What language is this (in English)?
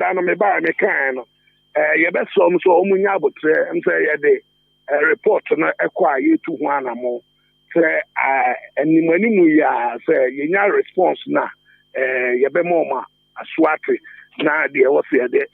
Akan